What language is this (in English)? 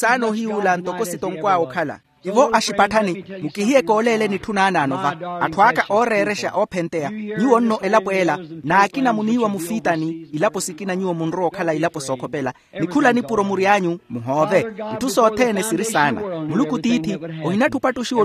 Makhuwa